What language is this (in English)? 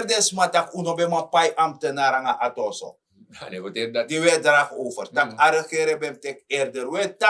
Sranan Tongo